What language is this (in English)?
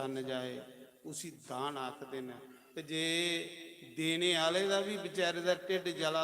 Dogri